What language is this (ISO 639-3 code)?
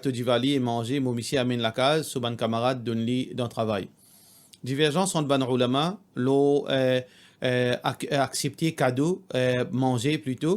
mfe